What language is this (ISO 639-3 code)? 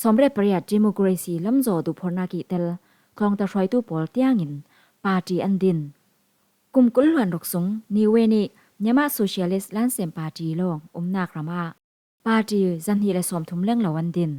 cfm